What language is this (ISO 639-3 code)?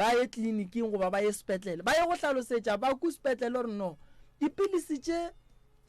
nso